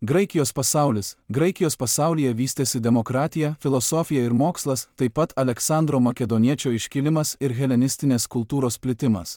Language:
Lithuanian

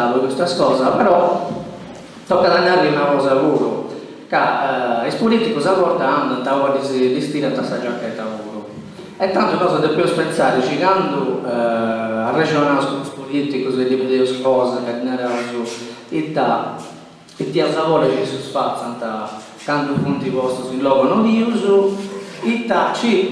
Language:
Sardinian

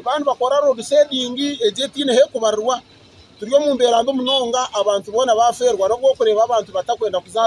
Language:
Nyankole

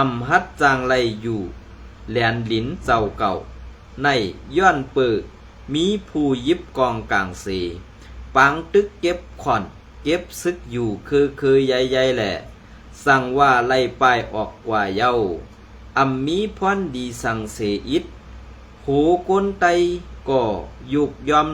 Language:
Shan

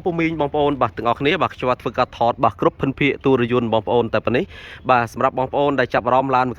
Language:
Khmer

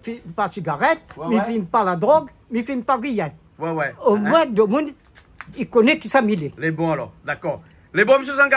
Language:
Réunion Creole French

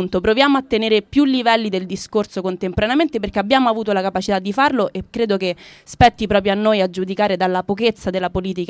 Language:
Italian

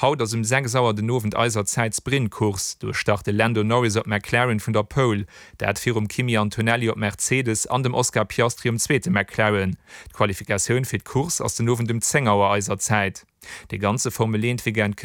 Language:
Luxembourgish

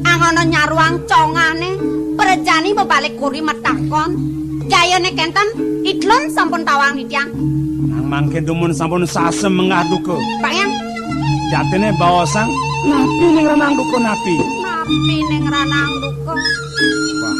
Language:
Balinese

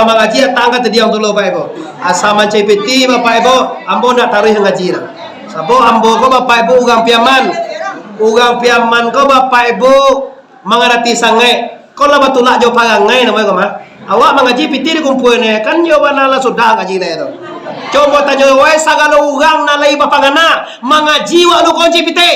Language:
Minangkabau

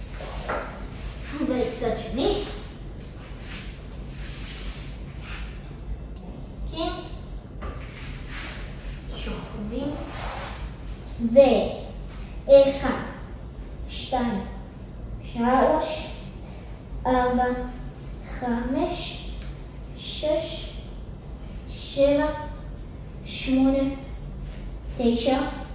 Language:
Hebrew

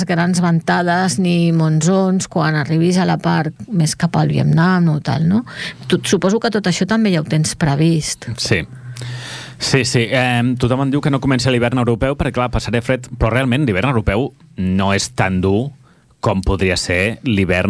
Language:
Catalan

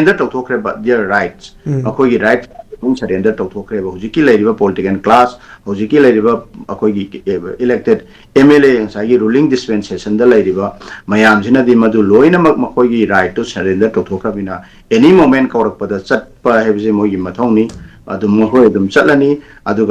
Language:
Manipuri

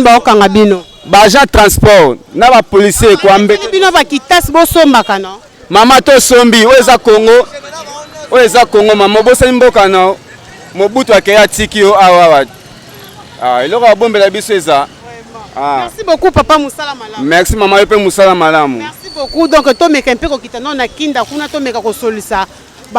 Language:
Lingala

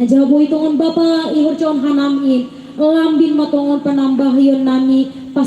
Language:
Batak Simalungun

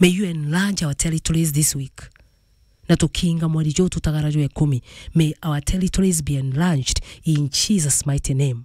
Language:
Meru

